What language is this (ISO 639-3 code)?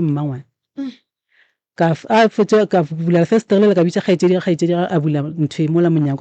nso